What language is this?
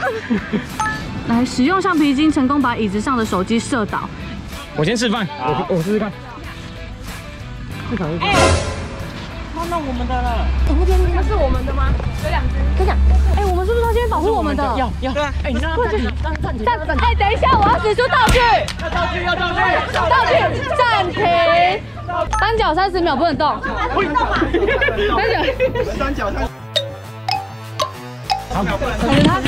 Chinese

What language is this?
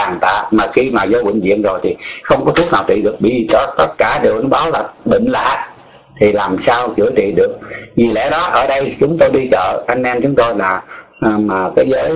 Vietnamese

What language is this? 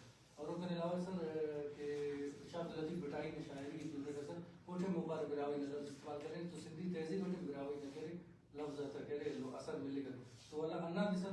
Brahui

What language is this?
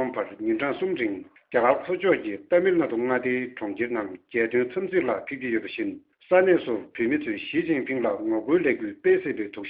Tibetan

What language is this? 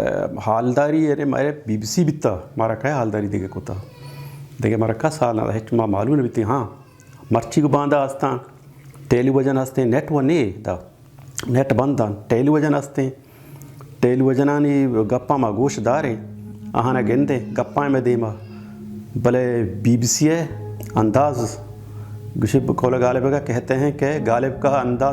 Baluchi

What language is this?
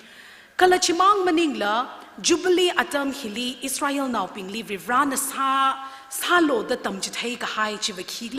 Tangkhul Naga (India)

